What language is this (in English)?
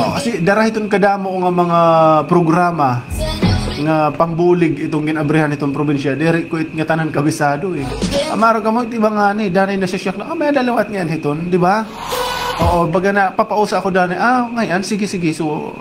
Waray